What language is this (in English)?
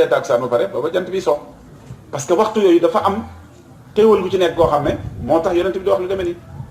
Wolof